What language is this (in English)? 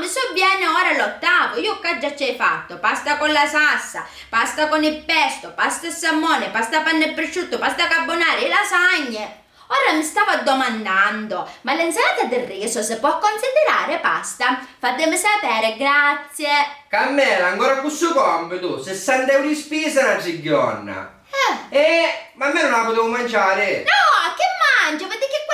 Sicilian